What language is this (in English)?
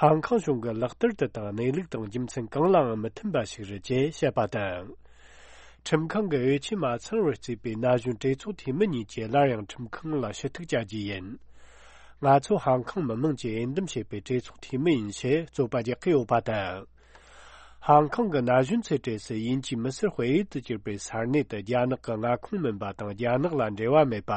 Tibetan